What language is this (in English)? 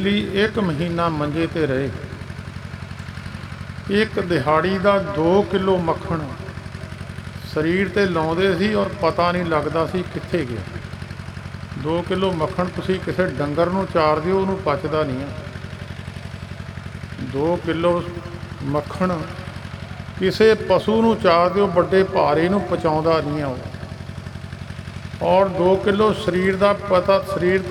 Punjabi